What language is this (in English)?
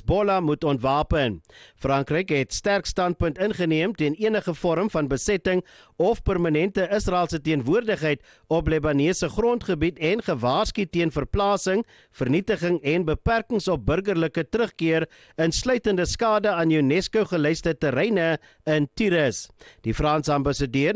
Afrikaans